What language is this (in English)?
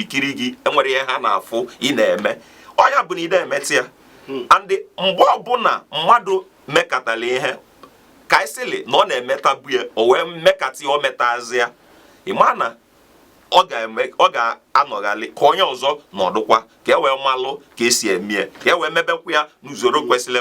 Igbo